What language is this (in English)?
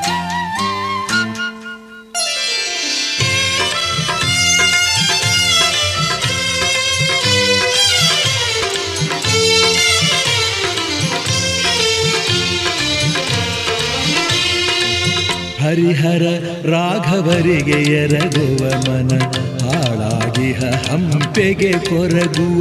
Kannada